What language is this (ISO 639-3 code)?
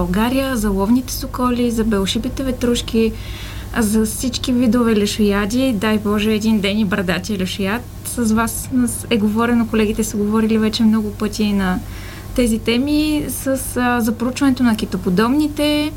bul